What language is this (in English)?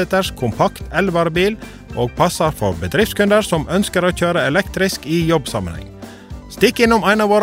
Norwegian